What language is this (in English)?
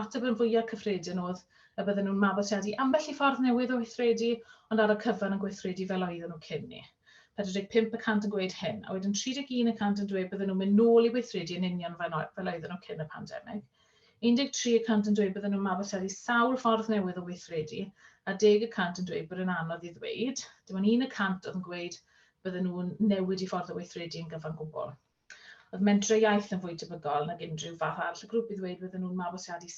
Welsh